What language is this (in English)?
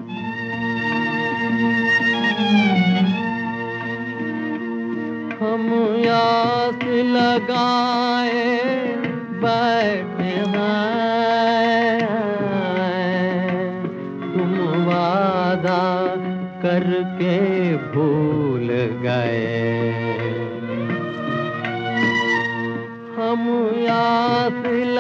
Hindi